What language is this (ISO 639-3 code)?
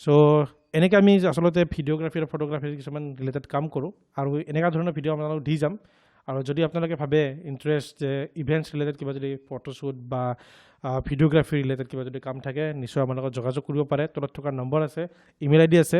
asm